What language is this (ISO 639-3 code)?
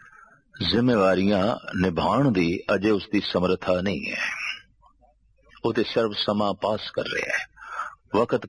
pan